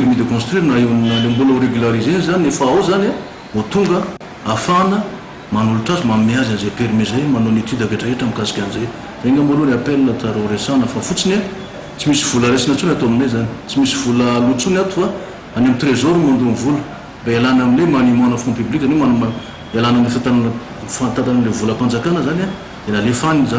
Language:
Malagasy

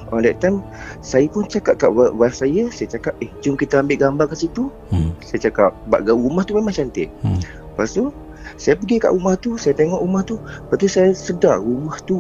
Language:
Malay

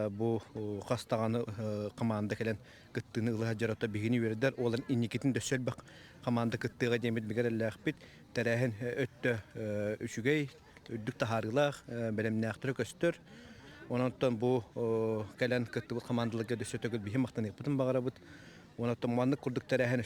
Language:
Yakut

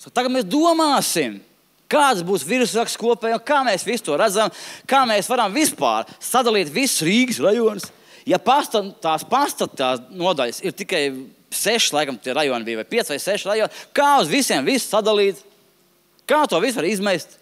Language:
Latvian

